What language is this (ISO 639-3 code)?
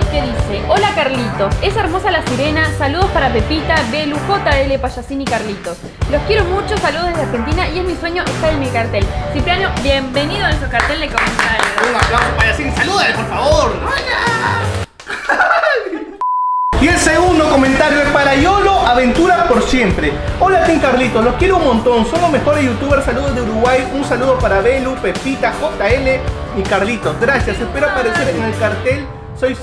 spa